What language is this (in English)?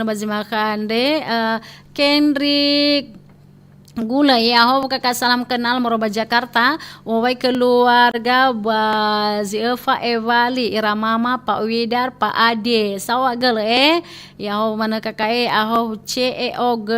Nias